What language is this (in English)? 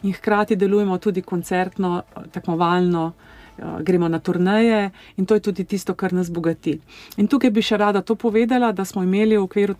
Slovenian